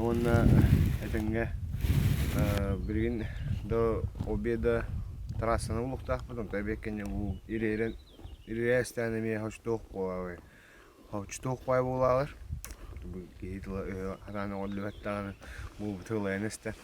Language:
Yakut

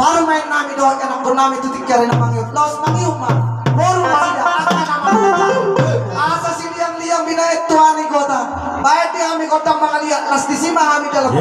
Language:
Batak Toba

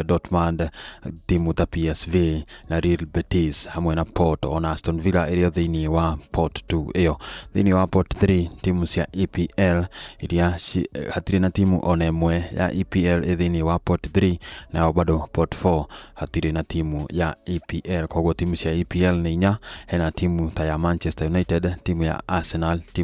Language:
Kikuyu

